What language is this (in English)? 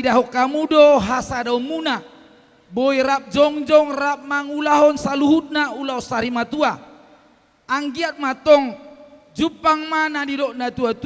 Batak Toba